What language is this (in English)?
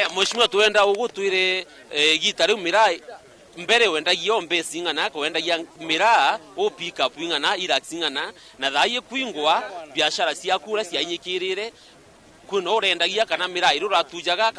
Meru